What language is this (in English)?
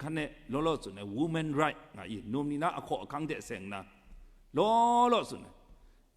Kachin